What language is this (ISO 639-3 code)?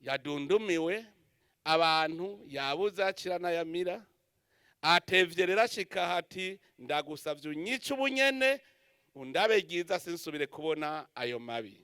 run